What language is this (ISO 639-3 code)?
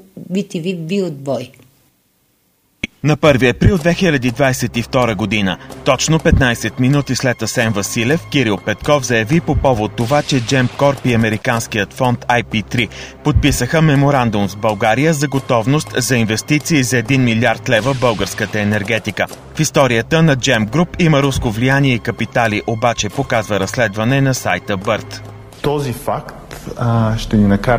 bul